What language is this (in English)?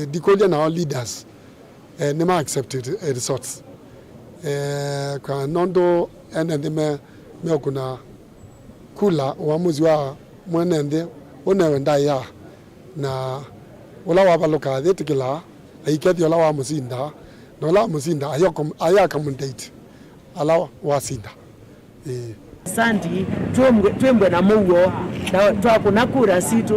Kamba